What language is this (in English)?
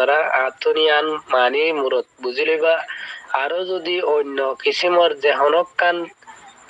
Rohingya